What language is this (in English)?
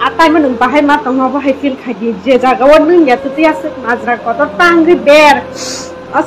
Kok Borok